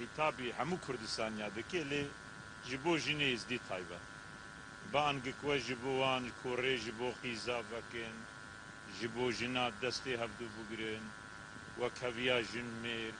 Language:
Kurdish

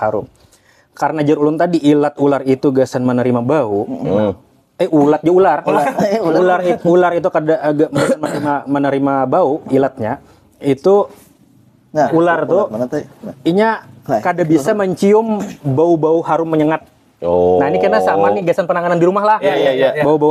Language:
Banjar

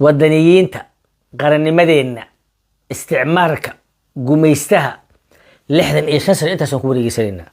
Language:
Somali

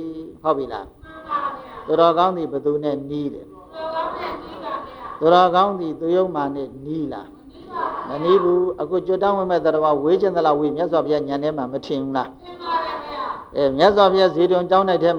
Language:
Burmese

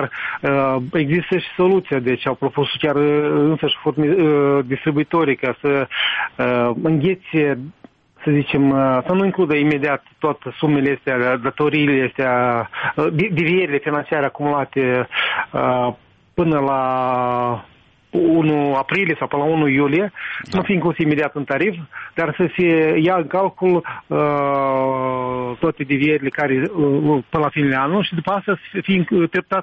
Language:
Romanian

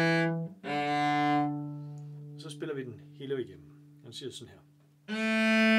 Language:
Danish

